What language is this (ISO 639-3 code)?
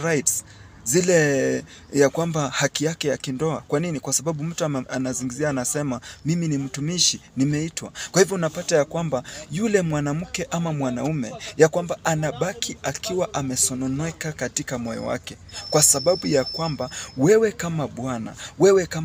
swa